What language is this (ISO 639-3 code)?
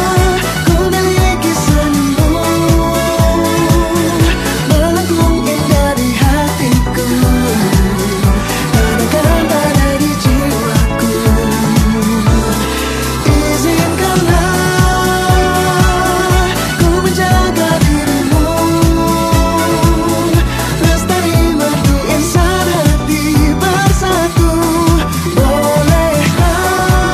ind